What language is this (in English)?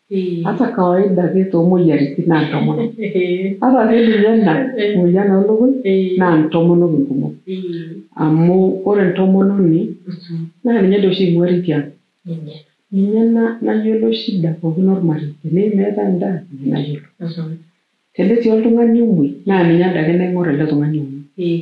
Masai